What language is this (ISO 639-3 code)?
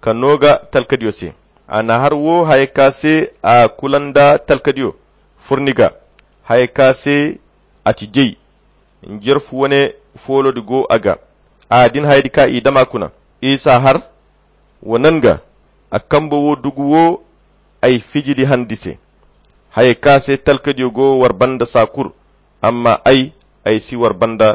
khq